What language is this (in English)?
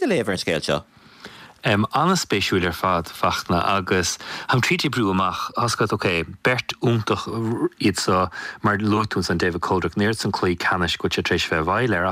Irish